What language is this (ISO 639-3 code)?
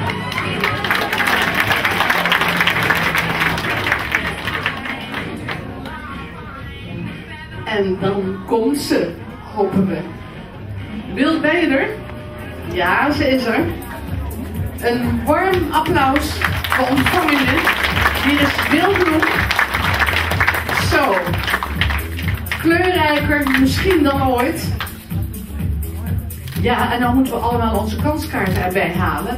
nld